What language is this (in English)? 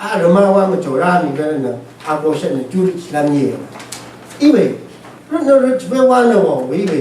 Rawang